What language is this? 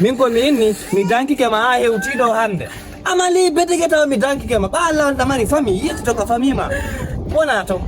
Fula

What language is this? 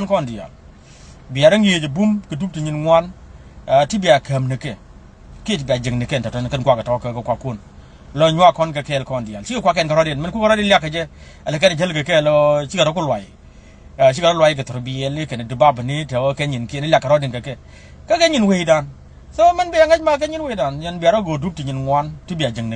Nuer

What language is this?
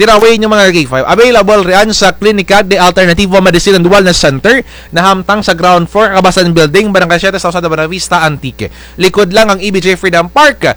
Kinaray-a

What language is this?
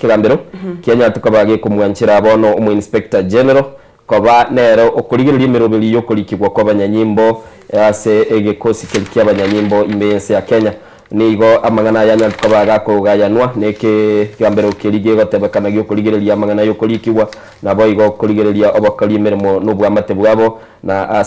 Gusii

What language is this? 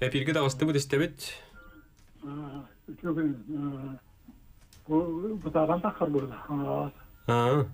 Yakut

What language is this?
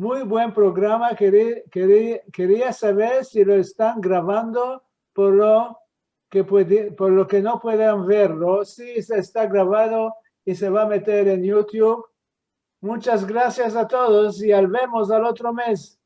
Ladino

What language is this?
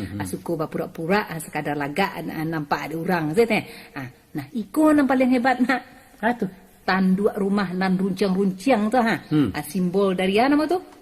Minangkabau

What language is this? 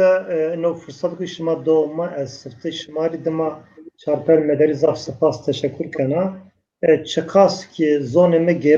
Zaza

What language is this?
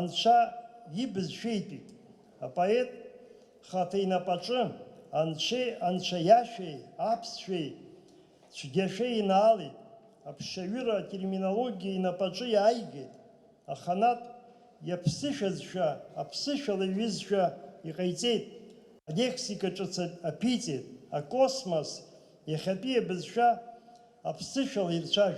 Abkhazian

